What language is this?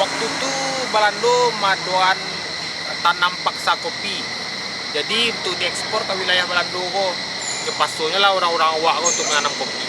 Minangkabau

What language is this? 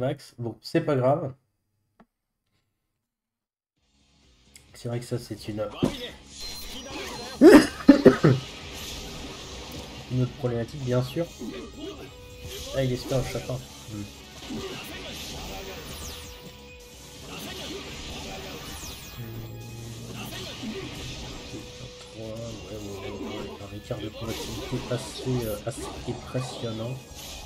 French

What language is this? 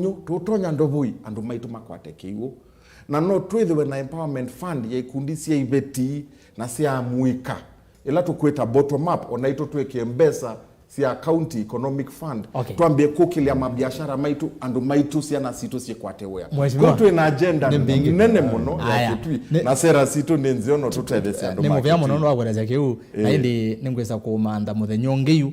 Kamba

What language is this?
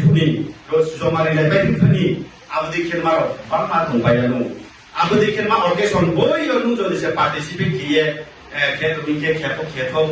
Riang (India)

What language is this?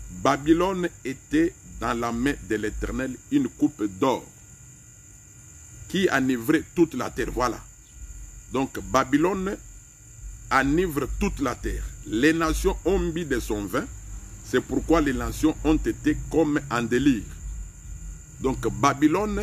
French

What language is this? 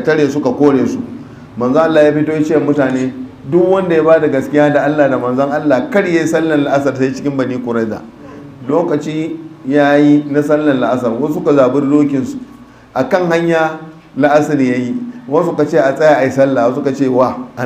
Hausa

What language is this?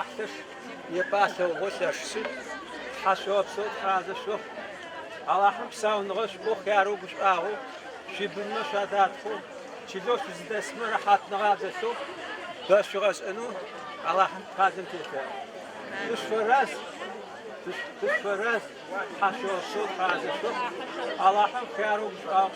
Adyghe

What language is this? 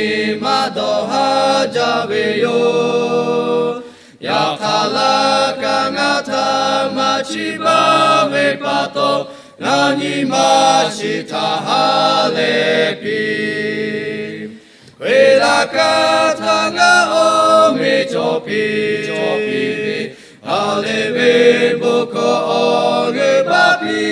Lahu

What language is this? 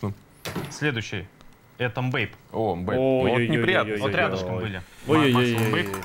Russian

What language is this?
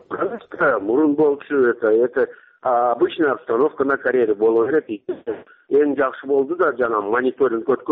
Kyrgyz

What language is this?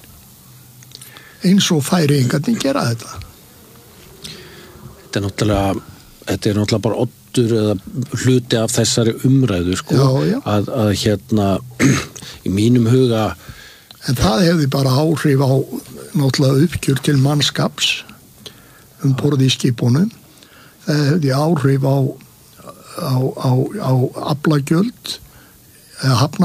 Icelandic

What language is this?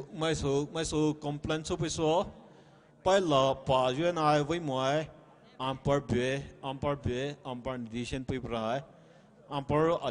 Poumei Naga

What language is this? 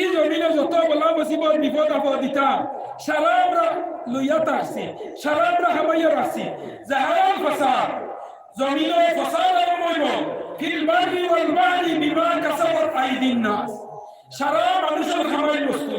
Sylheti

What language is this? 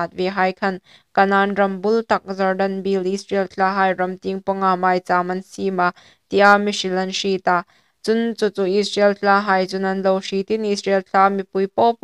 Hmar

